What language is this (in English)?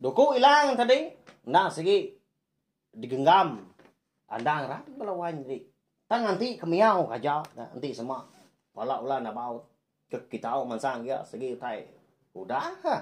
Iban